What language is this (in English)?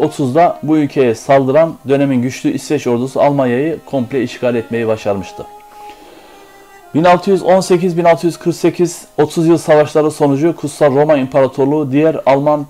Turkish